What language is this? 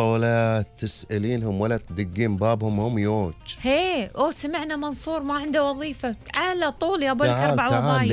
Gulf Arabic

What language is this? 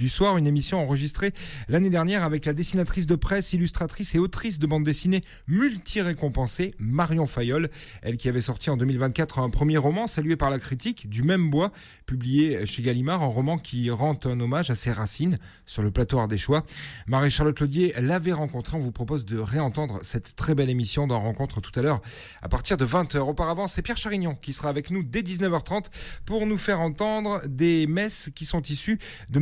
French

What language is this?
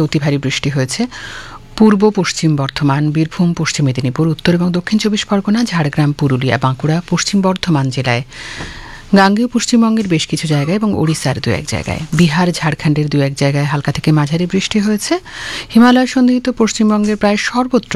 Bangla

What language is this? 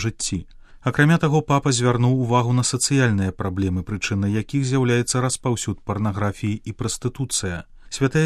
Belarusian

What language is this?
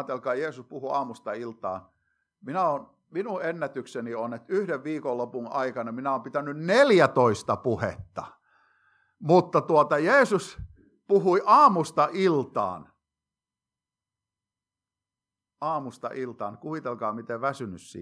Finnish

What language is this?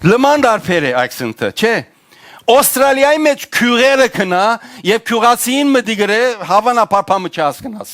Western Armenian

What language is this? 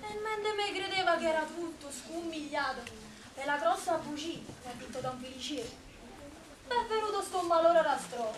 Neapolitan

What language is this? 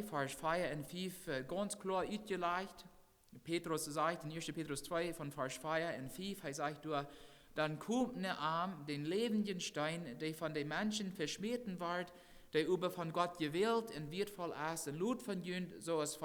Plautdietsch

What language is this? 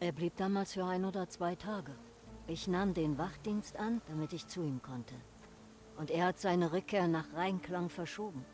Bavarian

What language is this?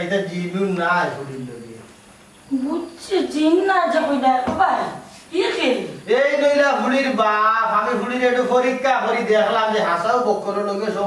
Sylheti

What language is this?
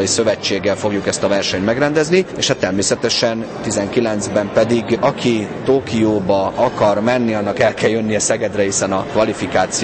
Hungarian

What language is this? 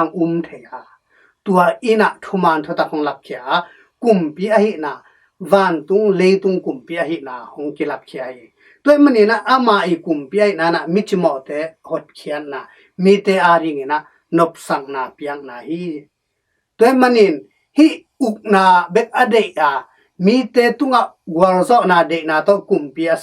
Tedim Chin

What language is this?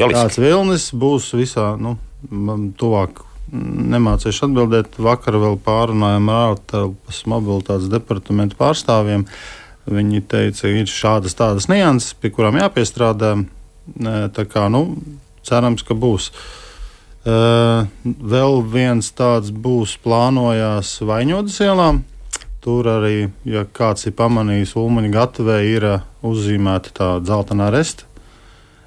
Latvian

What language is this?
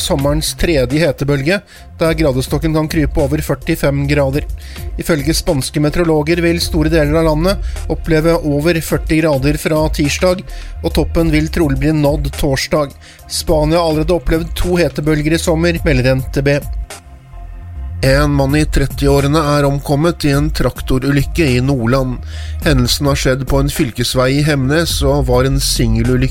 Norwegian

